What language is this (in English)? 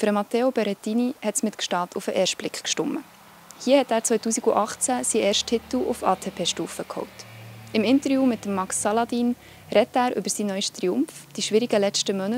Swiss German